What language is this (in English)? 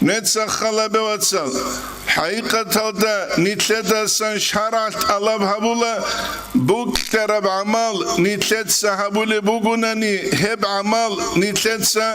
Avaric